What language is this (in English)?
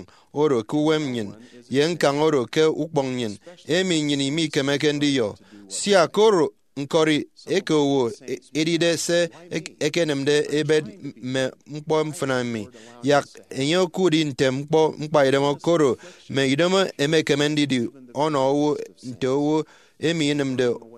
Efik